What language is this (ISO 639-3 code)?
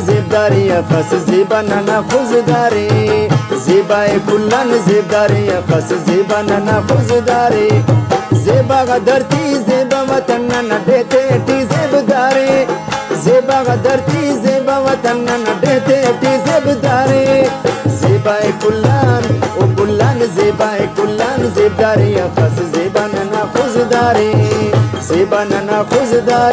brh